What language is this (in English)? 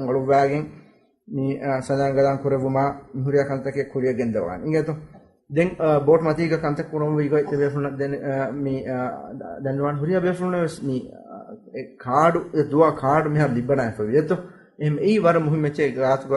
Divehi